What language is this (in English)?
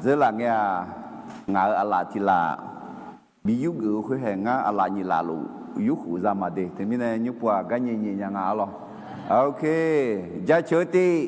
Akha